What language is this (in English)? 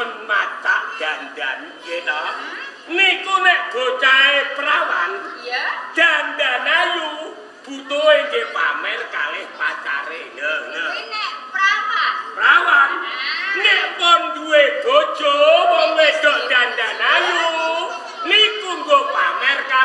Javanese